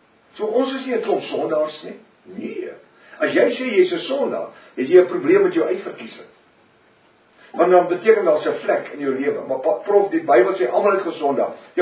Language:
Afrikaans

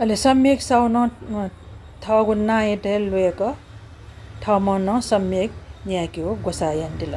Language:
Newari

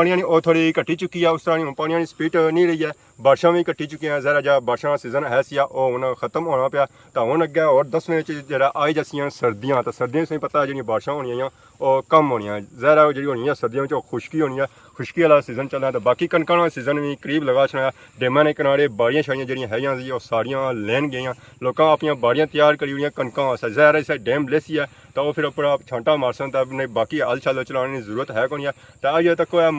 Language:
Pahari-Potwari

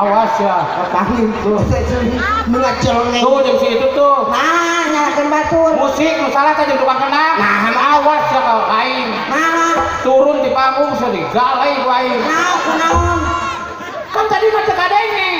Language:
Sundanese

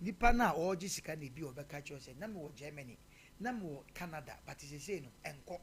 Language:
Akan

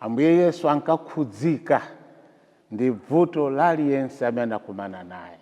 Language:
Nyanja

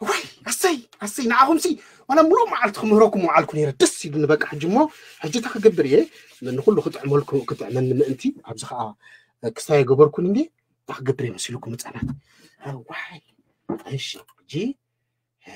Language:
Tigrinya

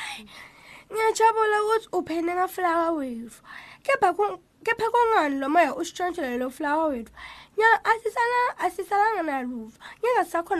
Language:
Swati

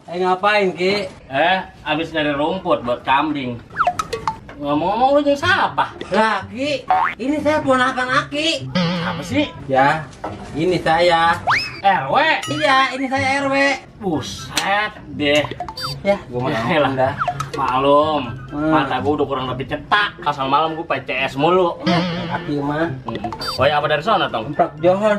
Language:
Betawi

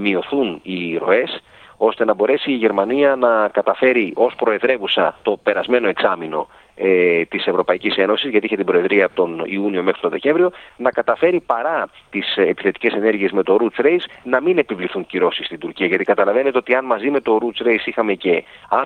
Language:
Greek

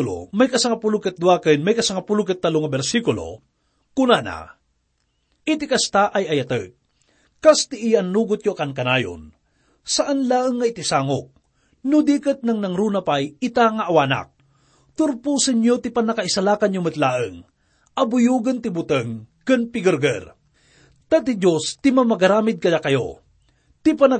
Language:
Iloko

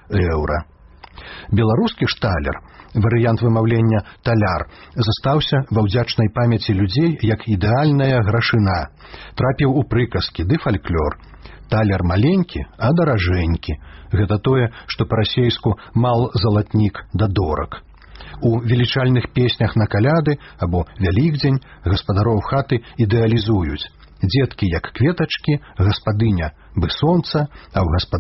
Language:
Belarusian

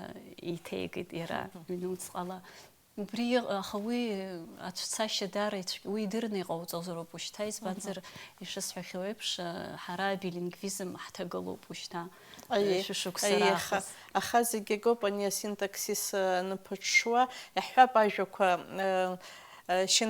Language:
Abkhazian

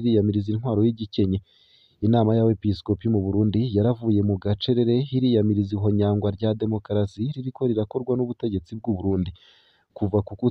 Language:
Rundi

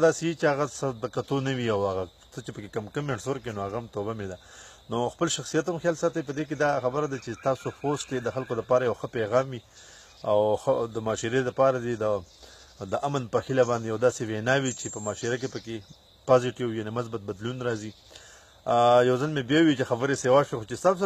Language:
Pashto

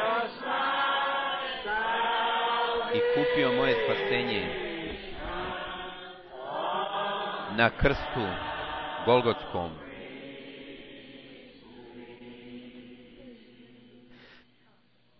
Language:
Bosnian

